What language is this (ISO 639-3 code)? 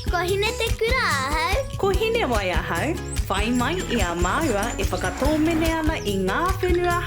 mri